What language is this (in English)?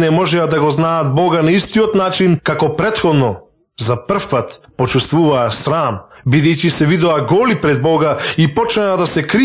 Macedonian